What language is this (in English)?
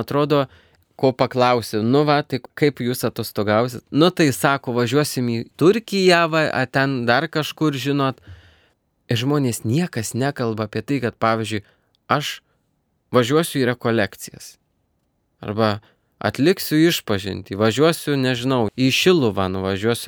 Lithuanian